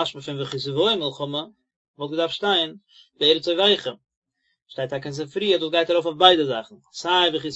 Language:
Yiddish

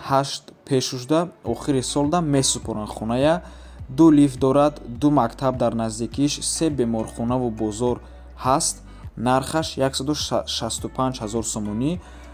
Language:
Tajik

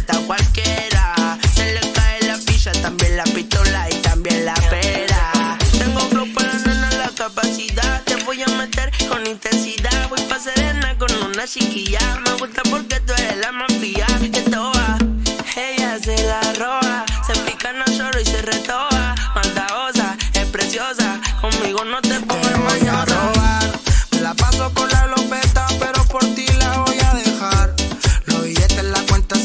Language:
Spanish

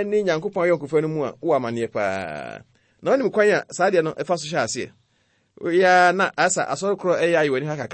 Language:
Akan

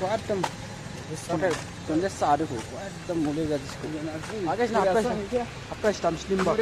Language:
Dimasa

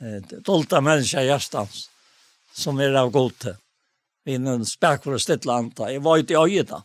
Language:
Faroese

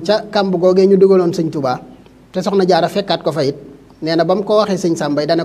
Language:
Wolof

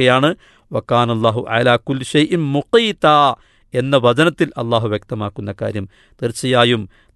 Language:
Malayalam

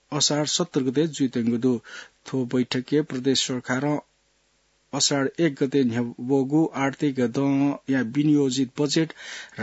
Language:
Newari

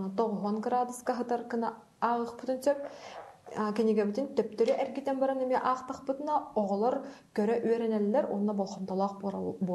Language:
Yakut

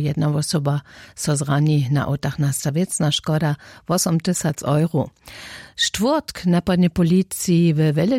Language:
Upper Sorbian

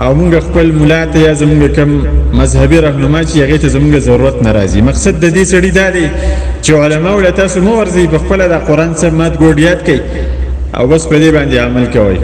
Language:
Pashto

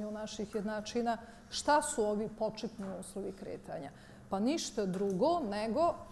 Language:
Bosnian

